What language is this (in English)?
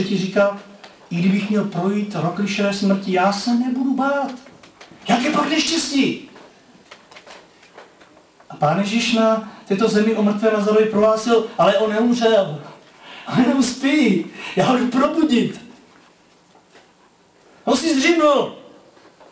Czech